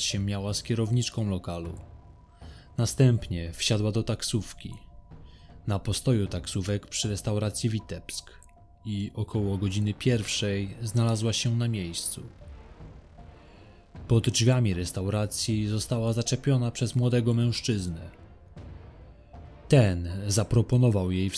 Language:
Polish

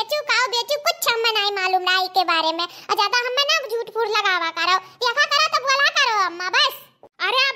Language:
Awadhi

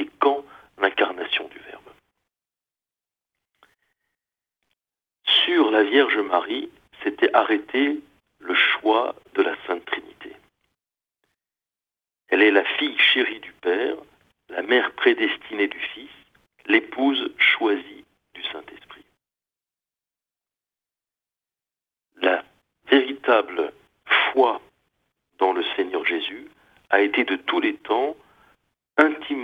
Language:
French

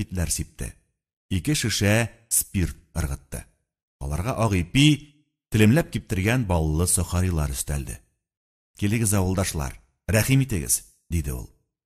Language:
Tatar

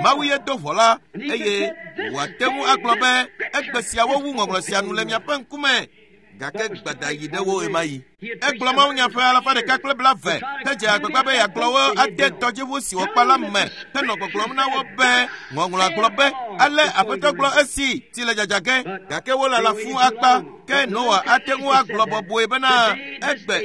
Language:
Ewe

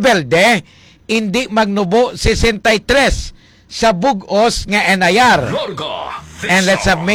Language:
Hiligaynon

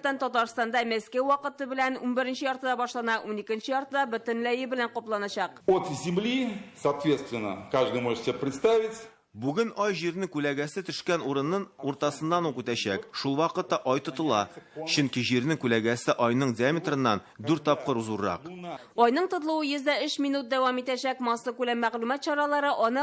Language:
Tatar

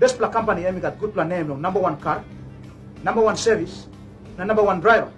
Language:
Tok Pisin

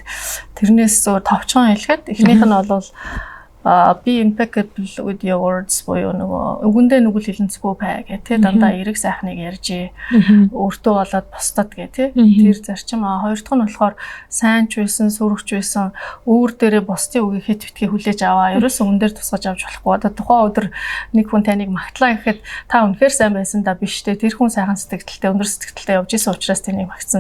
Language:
Mongolian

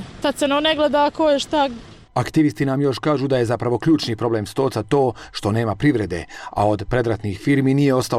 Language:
Bosnian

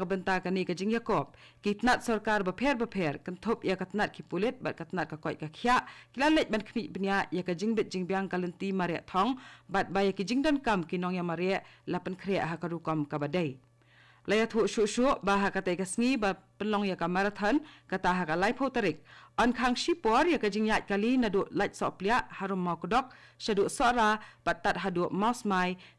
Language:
Khasi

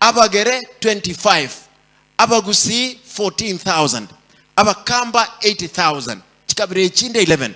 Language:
Gusii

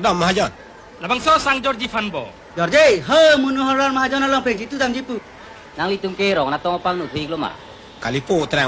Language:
Karbi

